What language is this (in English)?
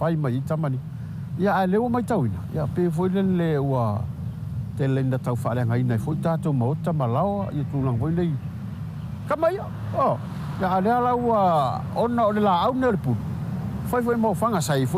Samoan